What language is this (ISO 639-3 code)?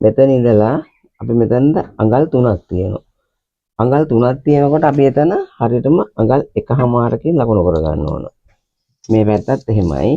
sin